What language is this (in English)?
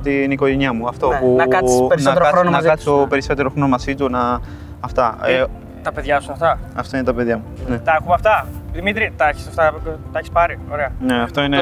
Greek